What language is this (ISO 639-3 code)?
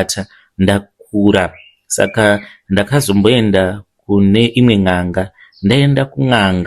sna